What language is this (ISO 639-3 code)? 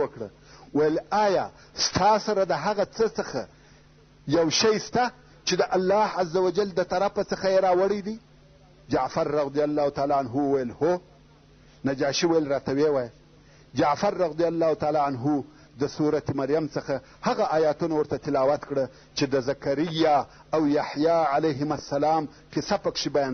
pus